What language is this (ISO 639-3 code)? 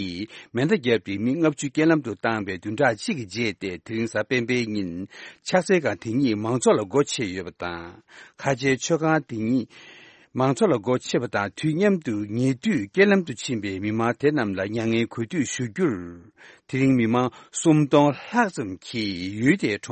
bod